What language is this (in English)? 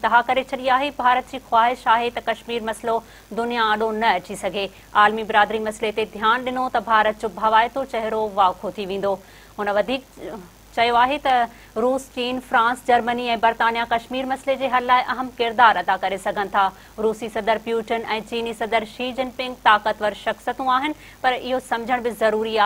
Sindhi